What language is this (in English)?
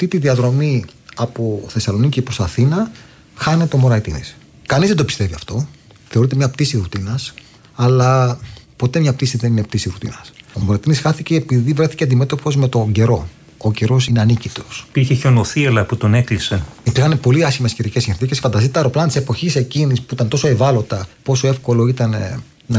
Greek